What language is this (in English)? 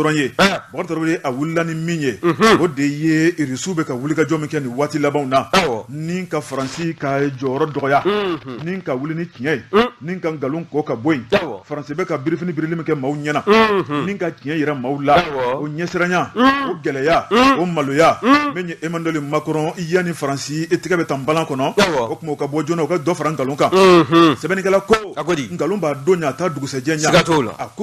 Bambara